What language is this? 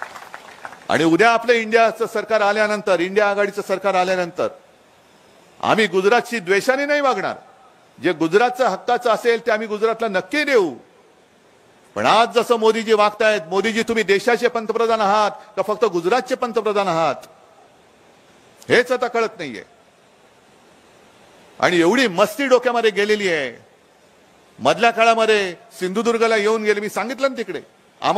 Marathi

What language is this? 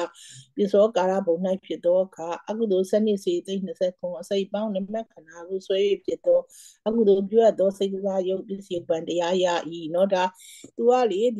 Burmese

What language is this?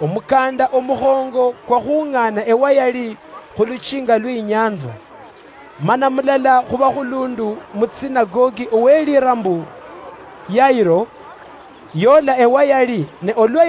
Luyia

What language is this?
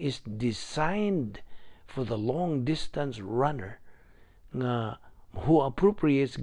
Cebuano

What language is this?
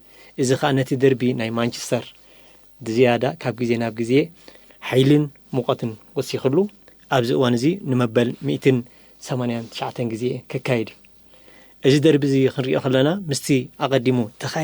Tigrinya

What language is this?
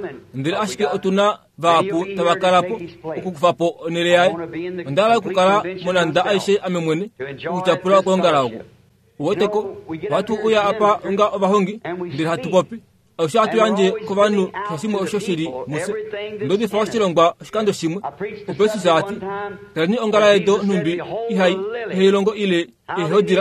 Kuanyama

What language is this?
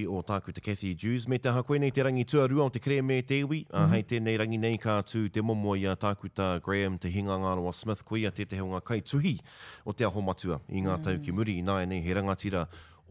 Māori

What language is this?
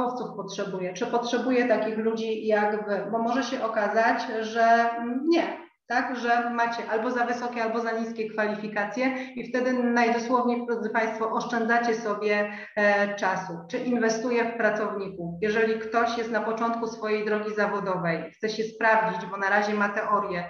Polish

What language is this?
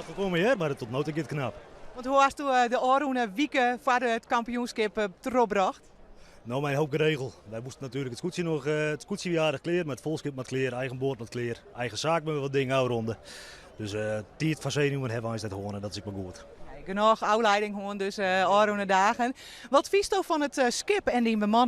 Western Frisian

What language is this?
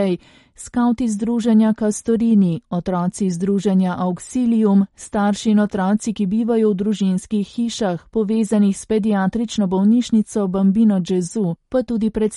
Slovenian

